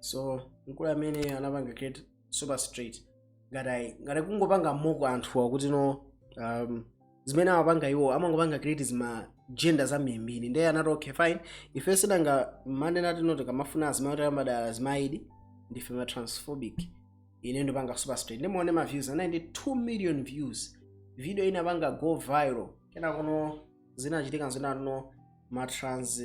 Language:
Nyanja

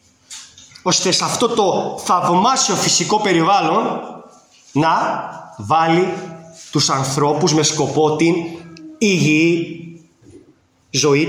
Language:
Greek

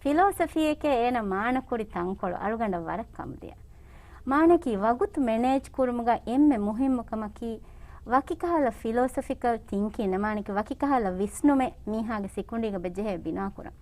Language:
Divehi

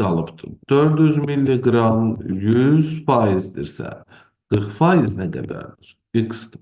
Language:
Azerbaijani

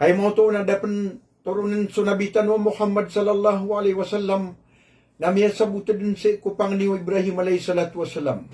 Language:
Maranao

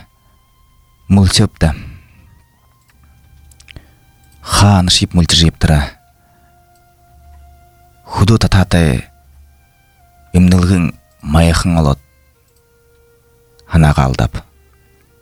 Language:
Buriat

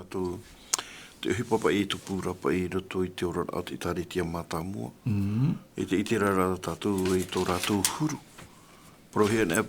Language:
Tahitian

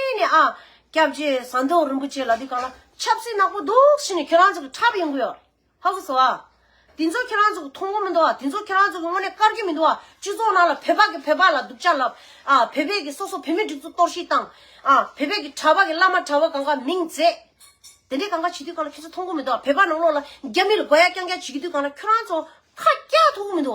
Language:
Tibetan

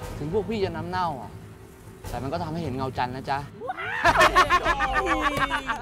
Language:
Thai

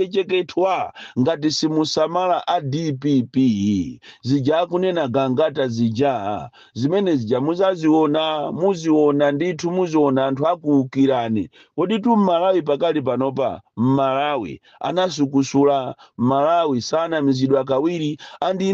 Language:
Nyanja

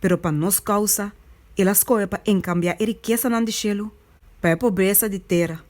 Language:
Papiamento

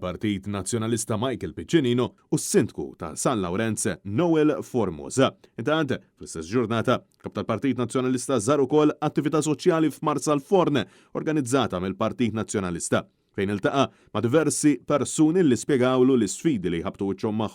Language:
Maltese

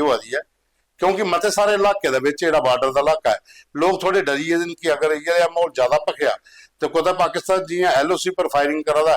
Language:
Dogri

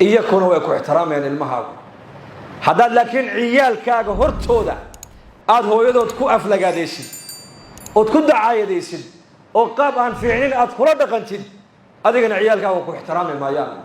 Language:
Somali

